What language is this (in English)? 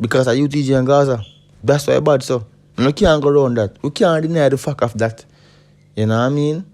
Jamaican Creole English